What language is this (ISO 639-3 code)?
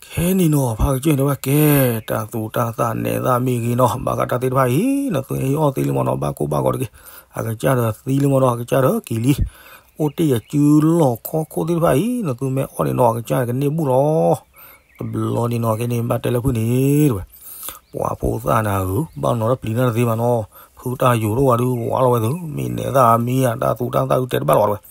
ksw